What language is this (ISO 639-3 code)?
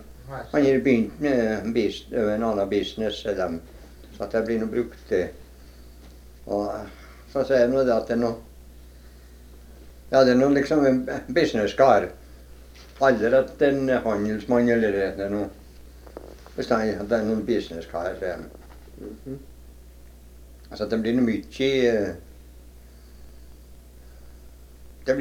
nor